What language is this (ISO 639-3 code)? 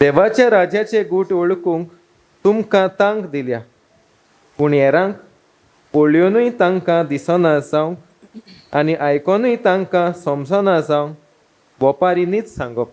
kok